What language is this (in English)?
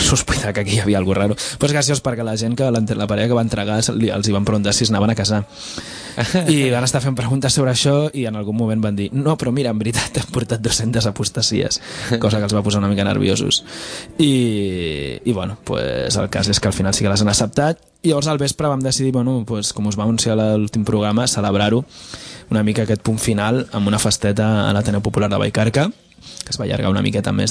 Catalan